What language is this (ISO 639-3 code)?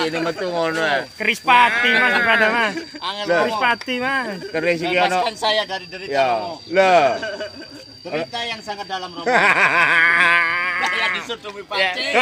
jav